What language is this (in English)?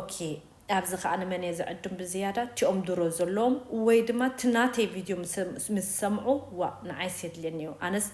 Tigrinya